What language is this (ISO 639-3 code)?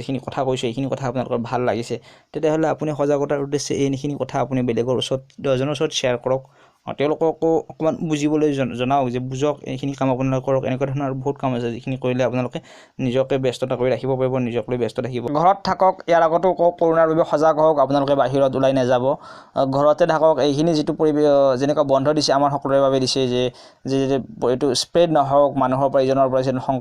asm